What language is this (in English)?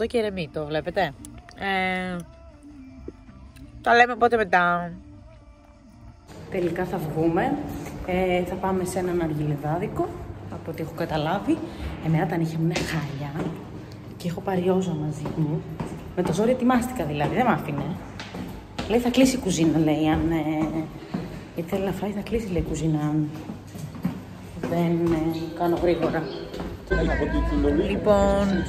Greek